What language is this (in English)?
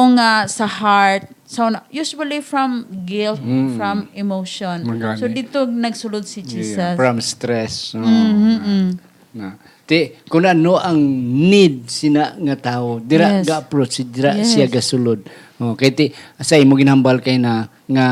Hiligaynon